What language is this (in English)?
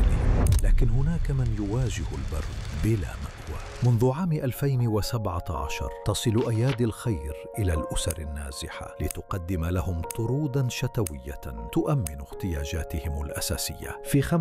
Arabic